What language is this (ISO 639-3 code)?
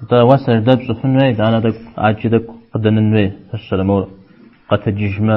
kbd